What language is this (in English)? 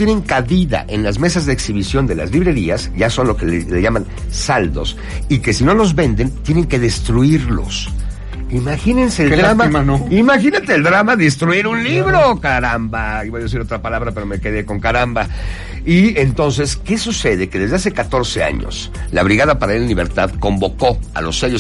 Spanish